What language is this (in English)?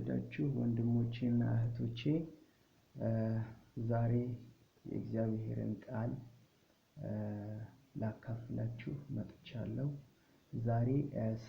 Amharic